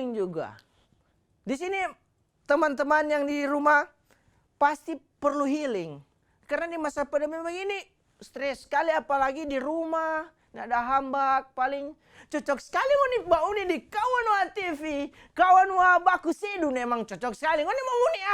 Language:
Manado Malay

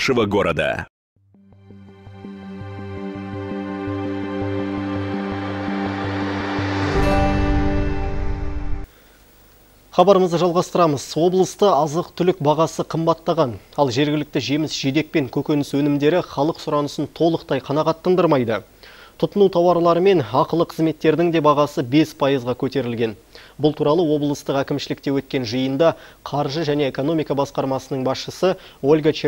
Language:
Kazakh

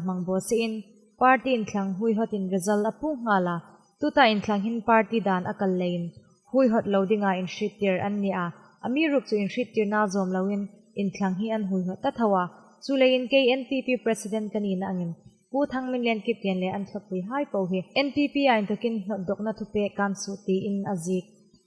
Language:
Hmar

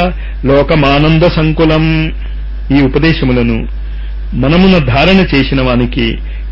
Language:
Telugu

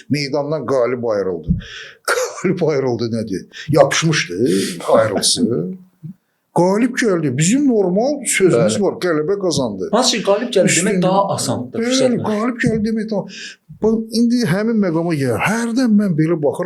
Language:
Azerbaijani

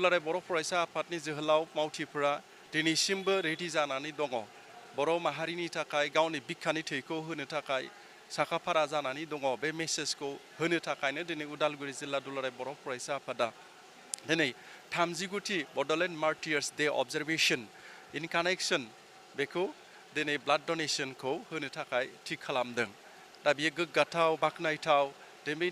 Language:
Bodo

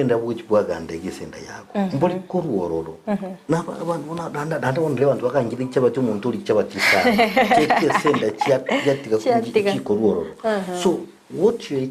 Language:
Gusii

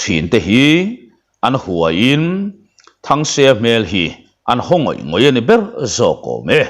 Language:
Mizo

